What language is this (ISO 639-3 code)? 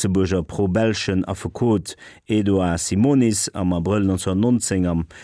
ltz